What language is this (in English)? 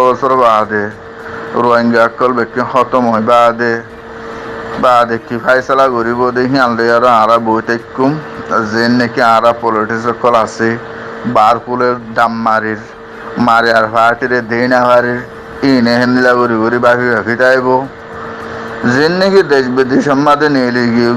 Rohingya